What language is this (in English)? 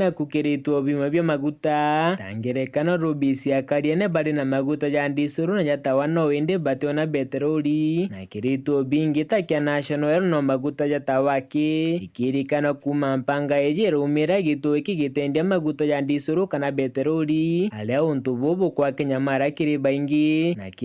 Meru